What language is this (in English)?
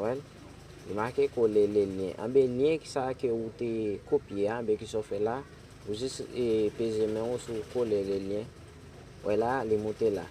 Haitian Creole